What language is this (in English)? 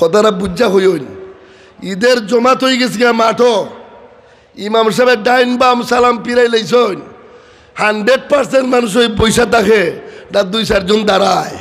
Sylheti